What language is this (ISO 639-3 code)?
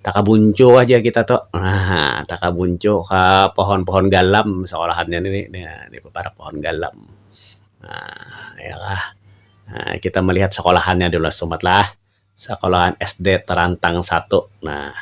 bjn